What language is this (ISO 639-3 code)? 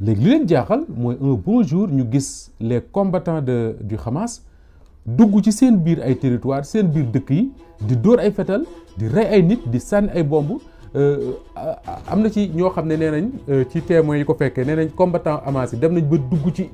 wol